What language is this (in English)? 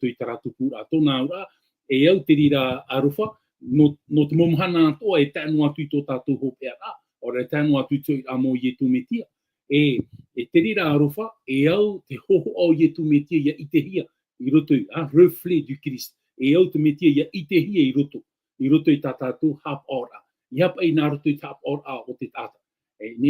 Tahitian